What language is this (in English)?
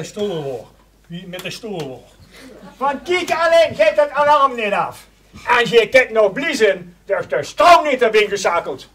Limburgish